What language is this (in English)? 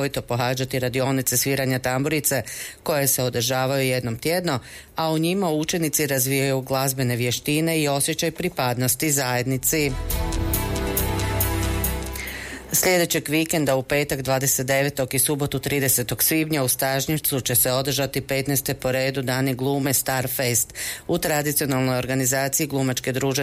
Croatian